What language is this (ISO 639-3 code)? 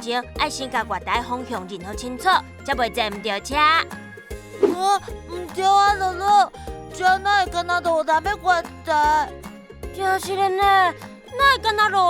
nan